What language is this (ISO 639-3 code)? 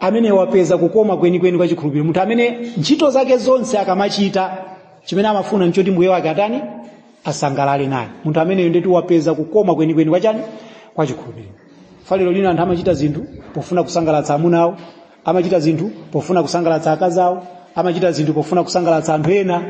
nya